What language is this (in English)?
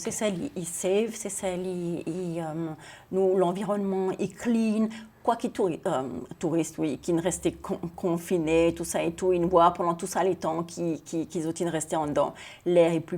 Seselwa Creole French